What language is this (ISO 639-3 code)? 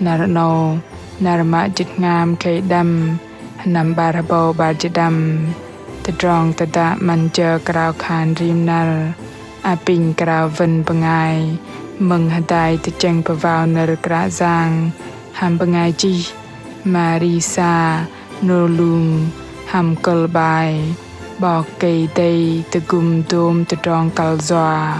bdq